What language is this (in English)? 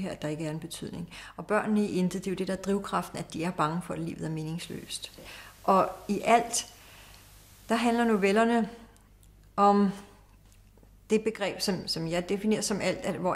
Danish